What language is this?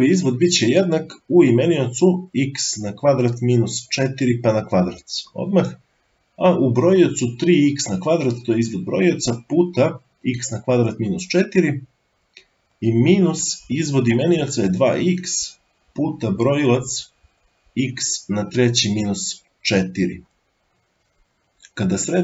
Serbian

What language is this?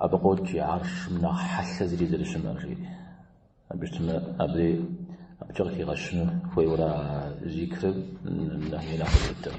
Kabardian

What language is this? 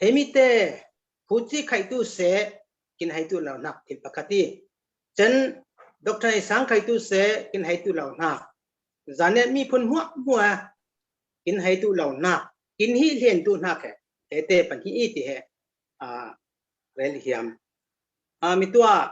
Falam Chin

